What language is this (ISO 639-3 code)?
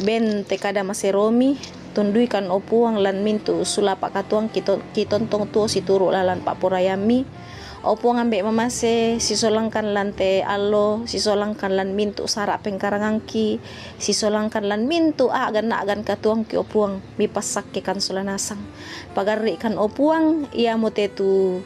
sda